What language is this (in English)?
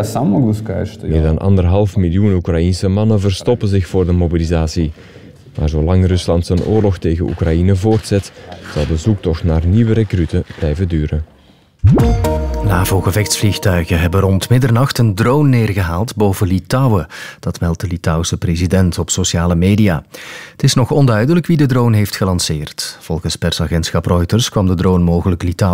Dutch